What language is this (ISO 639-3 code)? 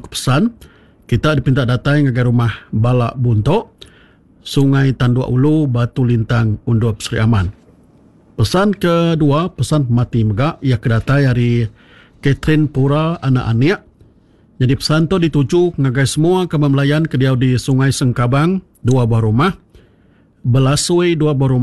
iba